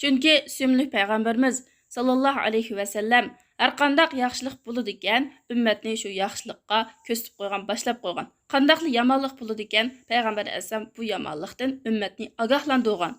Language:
Uyghur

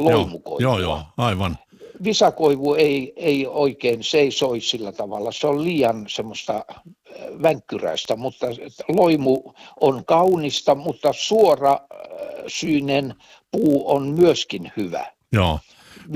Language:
Finnish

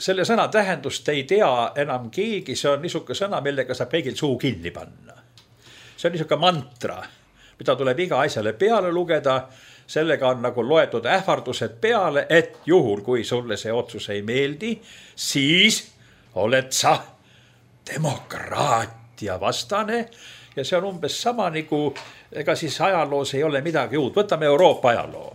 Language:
Estonian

